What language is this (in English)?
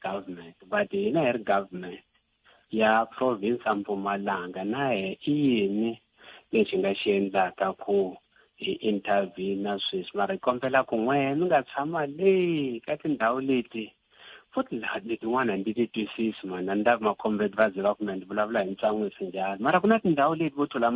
Tsonga